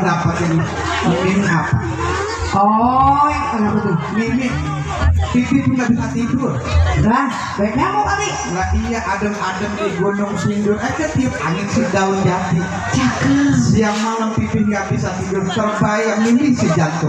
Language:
Betawi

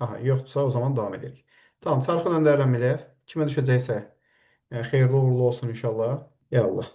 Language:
Azerbaijani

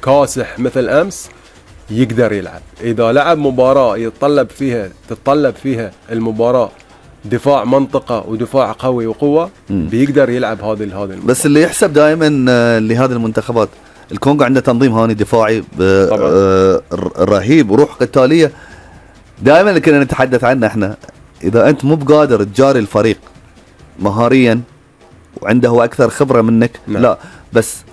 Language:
Gulf Arabic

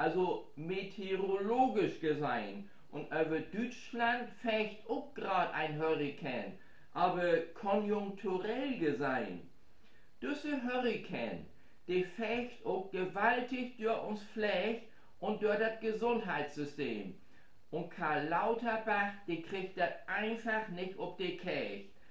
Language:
Low German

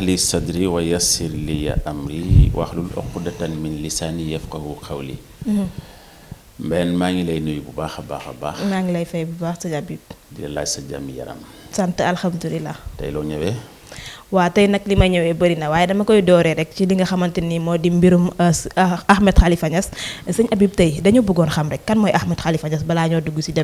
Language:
Wolof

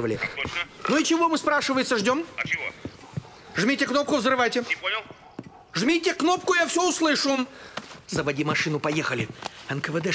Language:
Russian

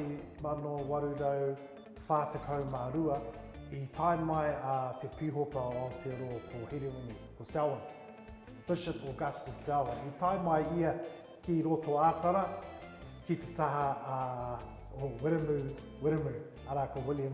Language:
Māori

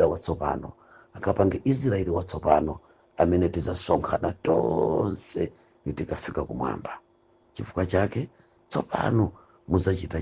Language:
Nyanja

